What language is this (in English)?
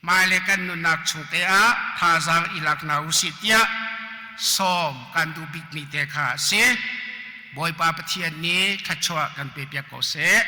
Hakha Chin